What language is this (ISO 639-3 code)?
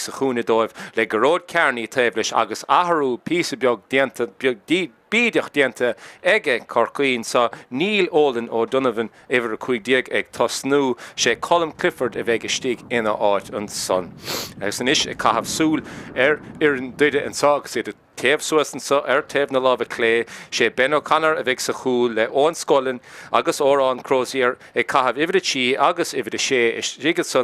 gle